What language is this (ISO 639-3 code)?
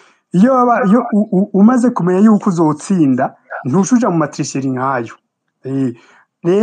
run